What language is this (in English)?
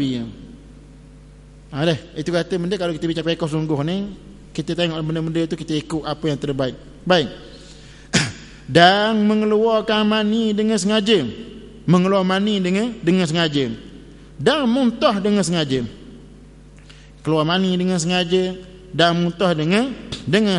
Malay